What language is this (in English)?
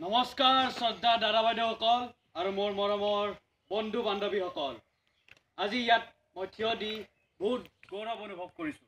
Assamese